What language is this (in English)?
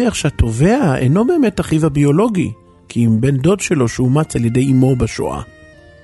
Hebrew